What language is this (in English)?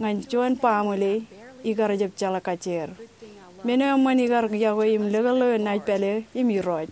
Marshallese